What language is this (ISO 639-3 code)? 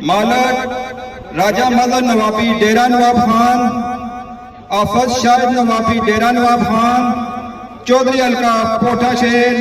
phr